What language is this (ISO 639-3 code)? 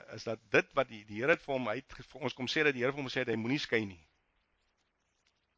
afr